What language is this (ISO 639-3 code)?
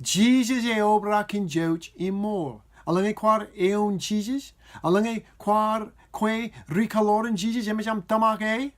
mah